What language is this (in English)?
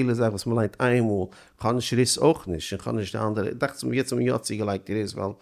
Yiddish